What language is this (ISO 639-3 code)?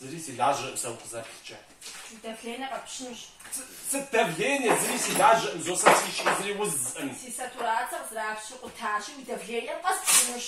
kbd